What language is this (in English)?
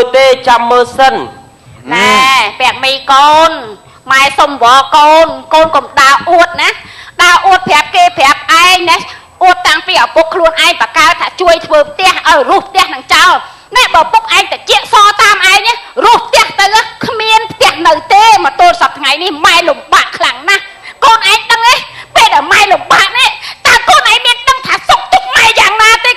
Khmer